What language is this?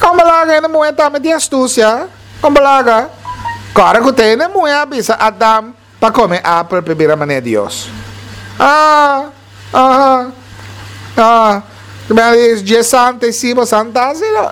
Papiamento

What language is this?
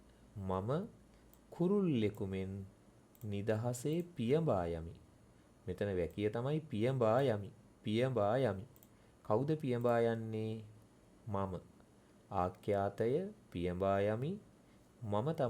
Sinhala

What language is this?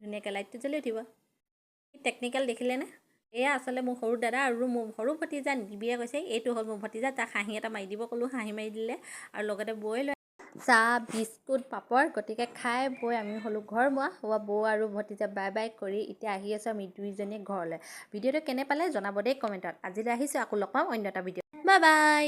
Assamese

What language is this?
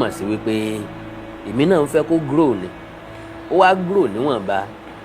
Yoruba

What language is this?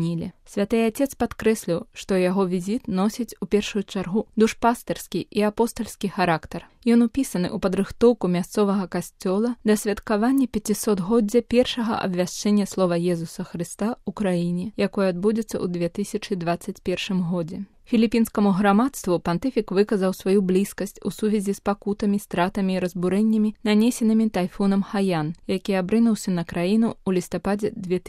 Belarusian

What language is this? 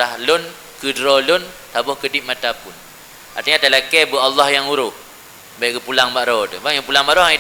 Achinese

